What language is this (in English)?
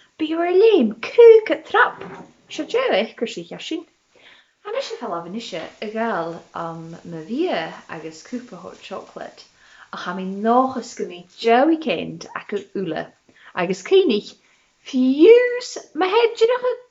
Scottish Gaelic